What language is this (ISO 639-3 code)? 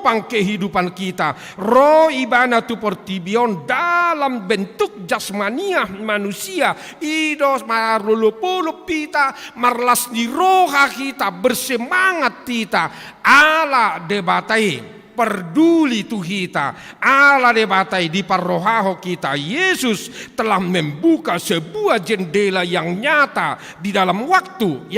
bbc